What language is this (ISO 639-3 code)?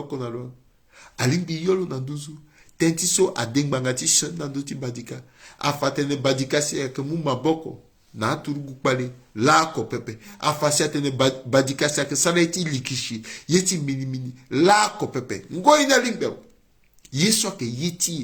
sag